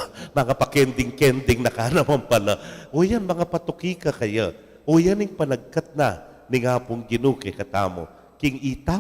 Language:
Pampanga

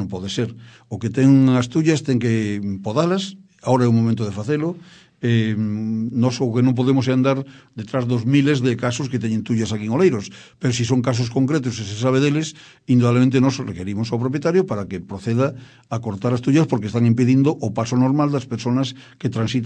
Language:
Galician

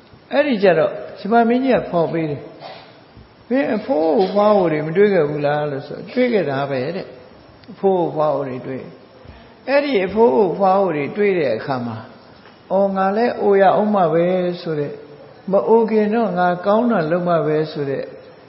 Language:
Burmese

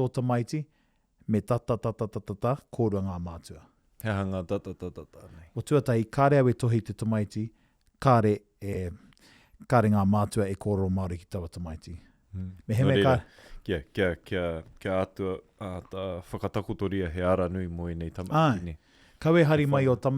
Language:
Māori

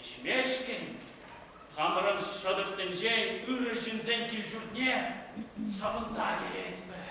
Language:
Chuvash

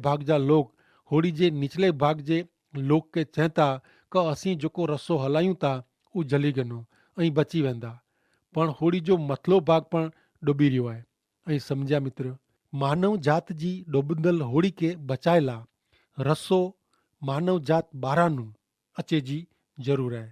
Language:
Kachhi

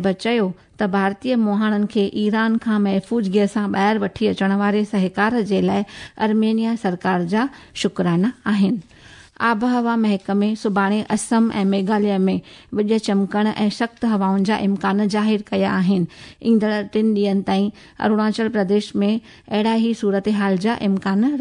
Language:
Sindhi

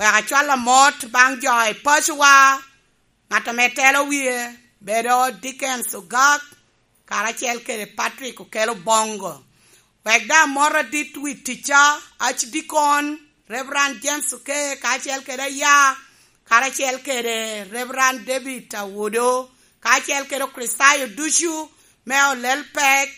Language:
Lango (Uganda)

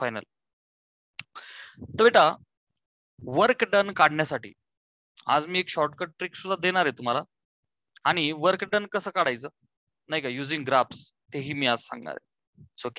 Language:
Marathi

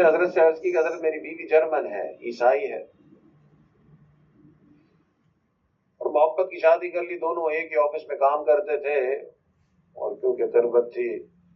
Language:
Urdu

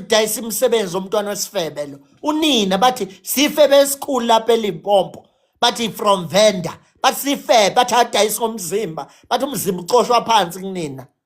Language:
Zulu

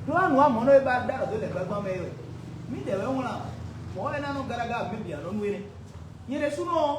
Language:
Fon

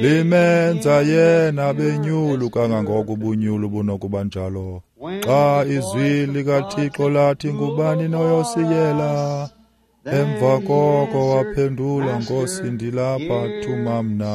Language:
Xhosa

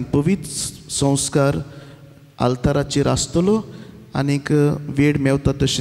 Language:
Konkani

